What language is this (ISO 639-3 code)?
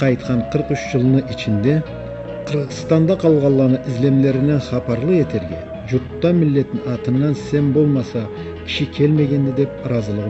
krc